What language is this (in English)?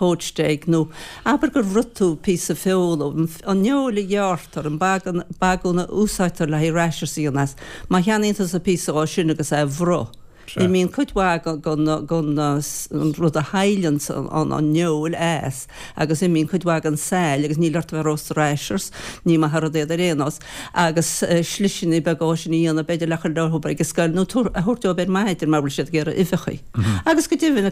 Irish